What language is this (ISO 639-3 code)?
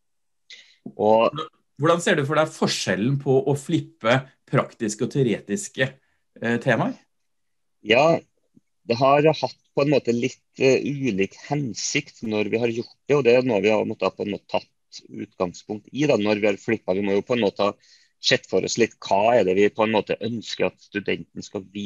nor